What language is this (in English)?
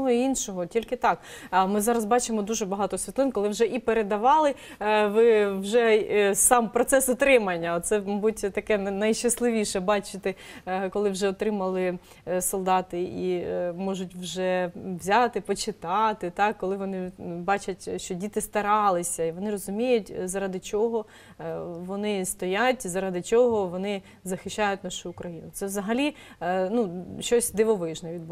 Ukrainian